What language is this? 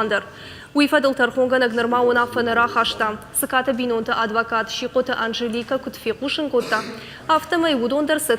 Ossetic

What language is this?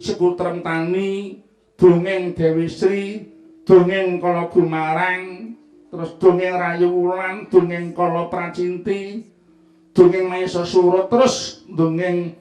Javanese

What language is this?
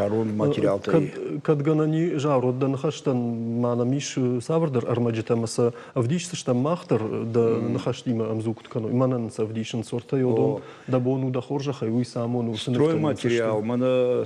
Ossetic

